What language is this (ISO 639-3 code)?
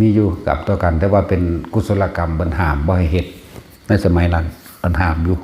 lao